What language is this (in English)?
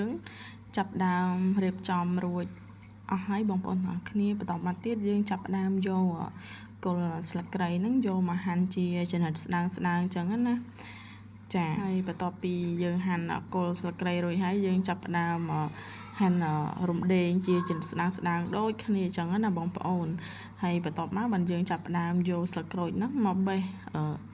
Khmer